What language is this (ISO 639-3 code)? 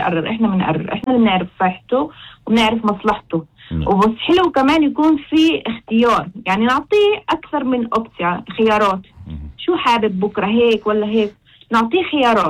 apc